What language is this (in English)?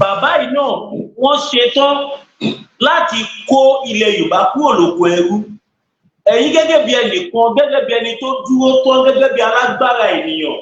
Yoruba